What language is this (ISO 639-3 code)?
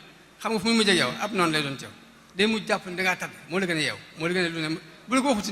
wol